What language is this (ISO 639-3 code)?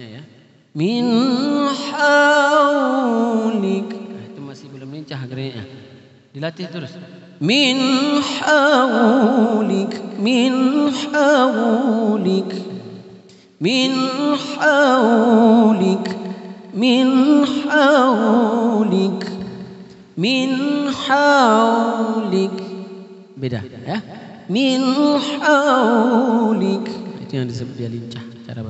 ind